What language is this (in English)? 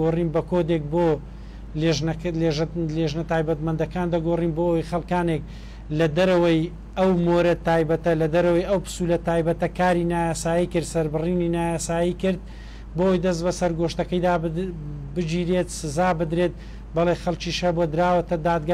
Central Kurdish